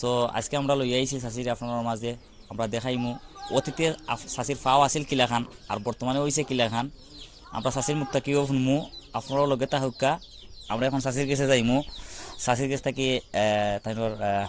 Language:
Sylheti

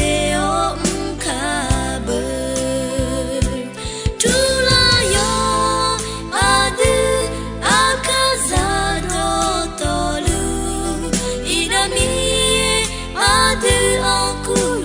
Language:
Akha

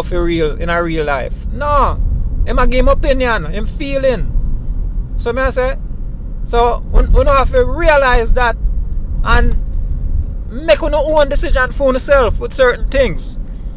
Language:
Jamaican Creole English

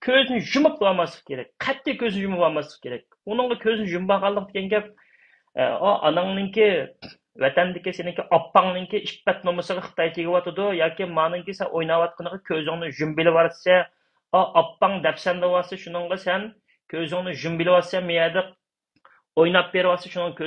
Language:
Uyghur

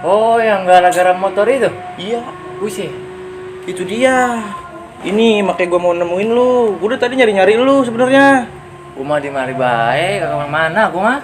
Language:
Betawi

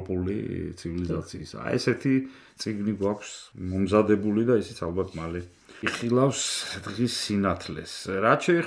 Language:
Georgian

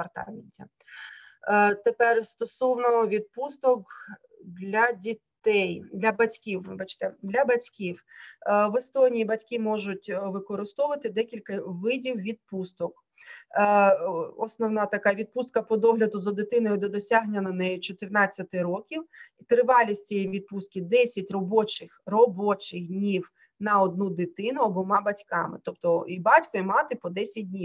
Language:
Ukrainian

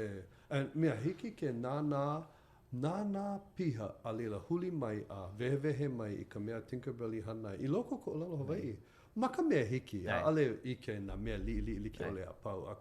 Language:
Hawaiian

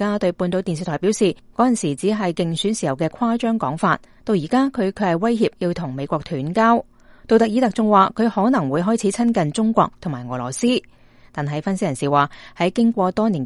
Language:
Cantonese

